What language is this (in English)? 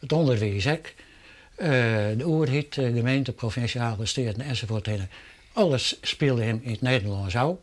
Western Frisian